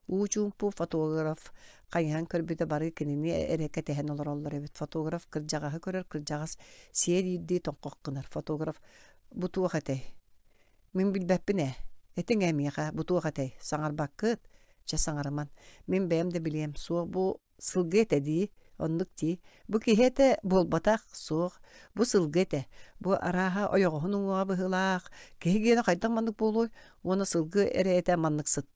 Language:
Yakut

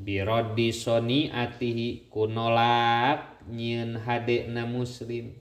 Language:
Sundanese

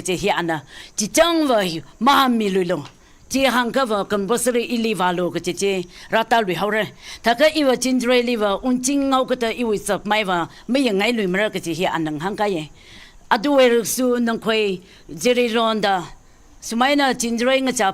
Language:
Tangkhul Naga (India)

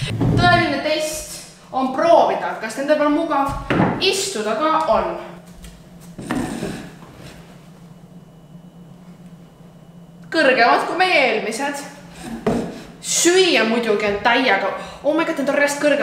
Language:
Estonian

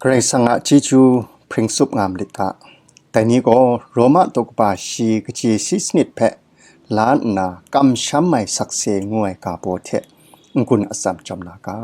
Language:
Kachin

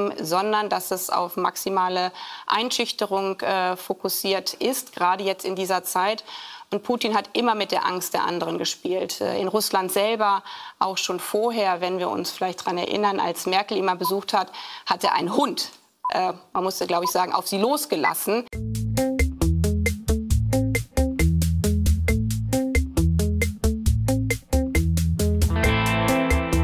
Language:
German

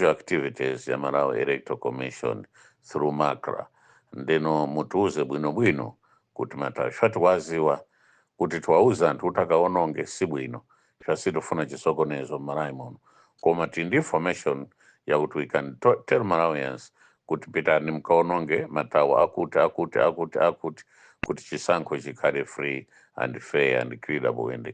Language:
Nyanja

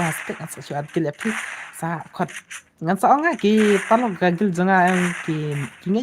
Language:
Khasi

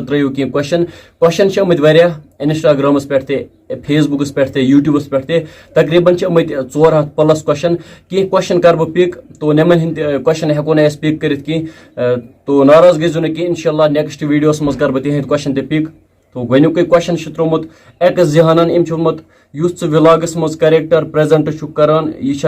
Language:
Kashmiri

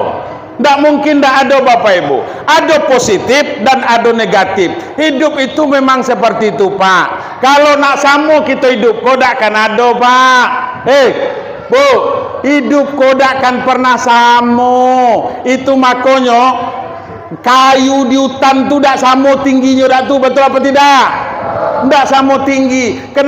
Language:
Minangkabau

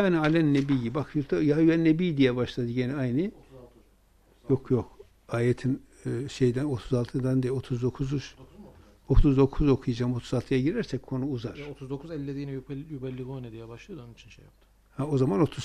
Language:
Turkish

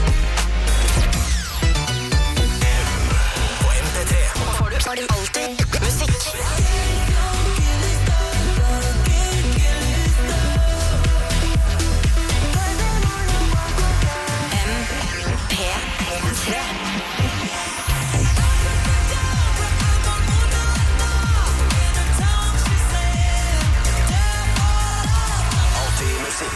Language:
Norwegian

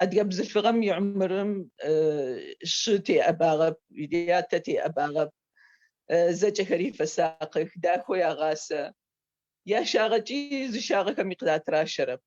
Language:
Adyghe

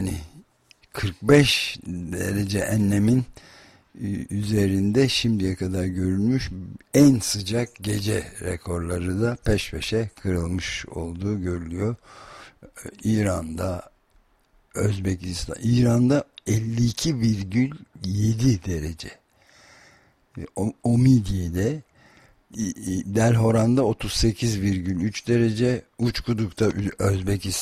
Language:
Turkish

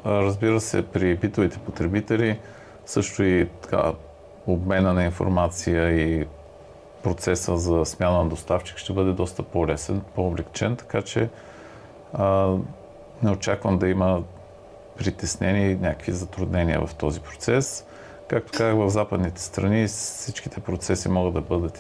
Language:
Bulgarian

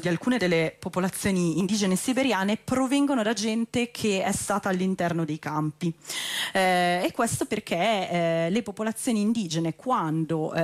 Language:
Italian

